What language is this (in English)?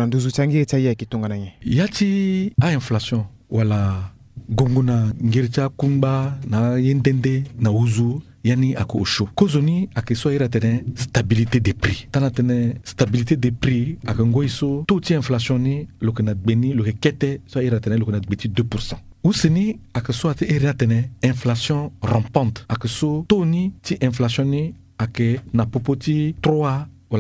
Sango